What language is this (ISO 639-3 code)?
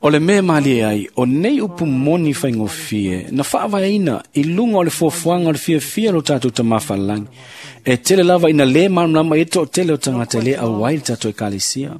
smo